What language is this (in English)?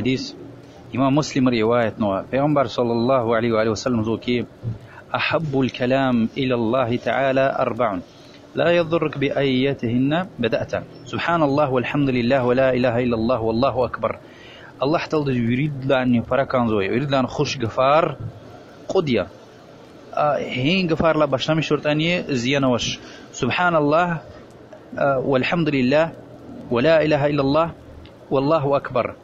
Lezghian